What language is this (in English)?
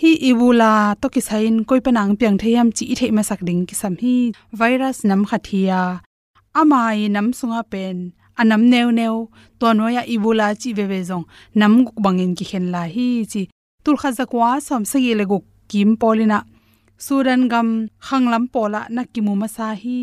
Tedim Chin